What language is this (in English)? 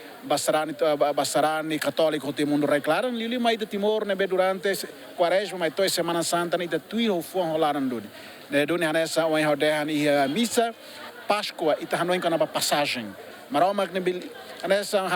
Tetum